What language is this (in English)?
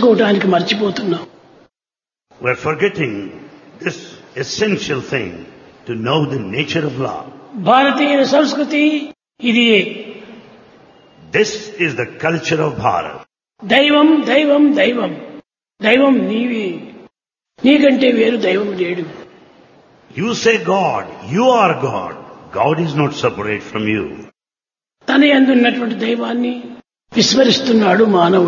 Telugu